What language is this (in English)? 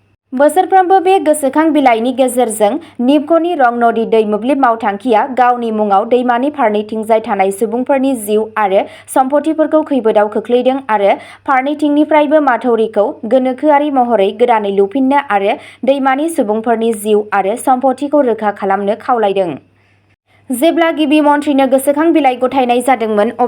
Bodo